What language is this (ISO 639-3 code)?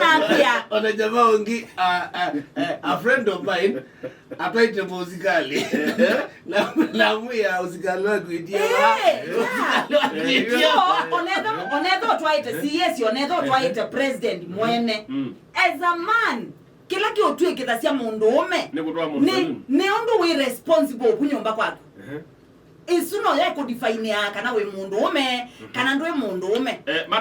kam